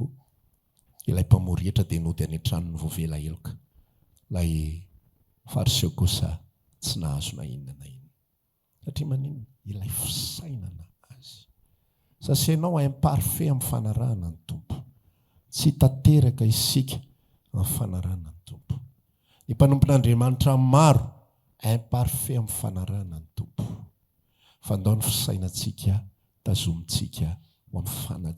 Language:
Malagasy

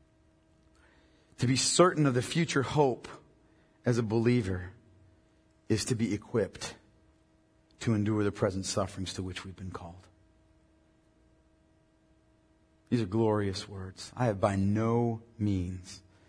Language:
English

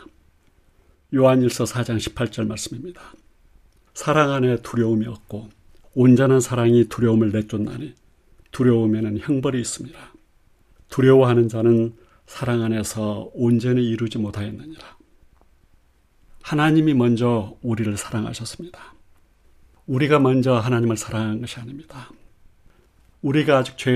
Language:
Korean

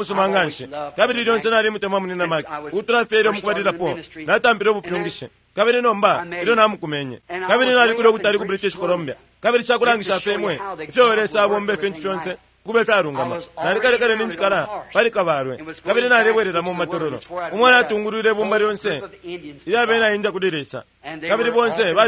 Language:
Bemba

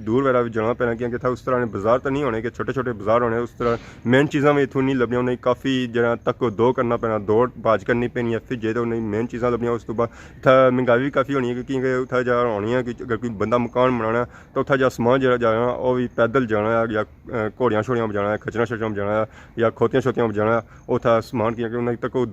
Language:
Pahari-Potwari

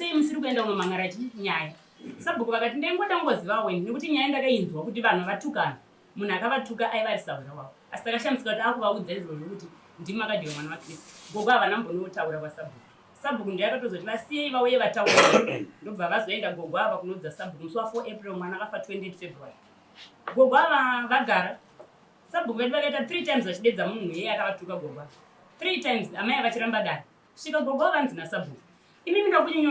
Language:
Shona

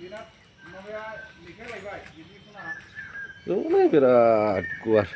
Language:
Bodo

